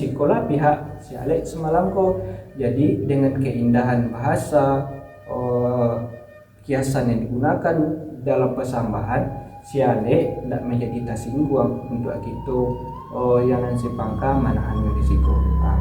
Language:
Minangkabau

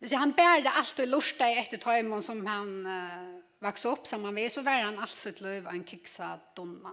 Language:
Faroese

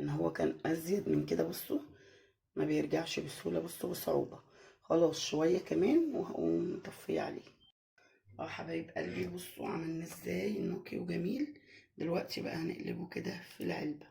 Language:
Egyptian Arabic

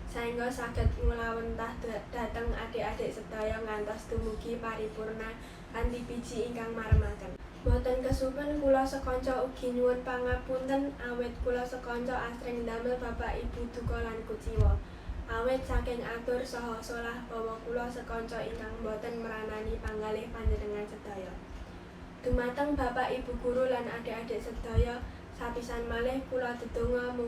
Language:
Javanese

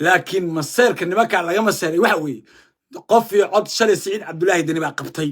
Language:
Somali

